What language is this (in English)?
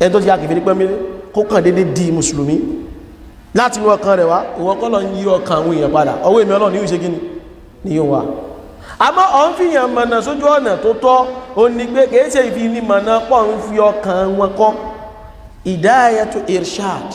Yoruba